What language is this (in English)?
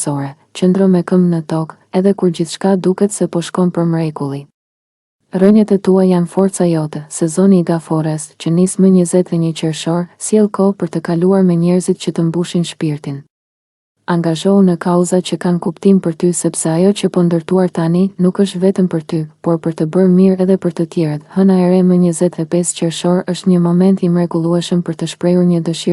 Albanian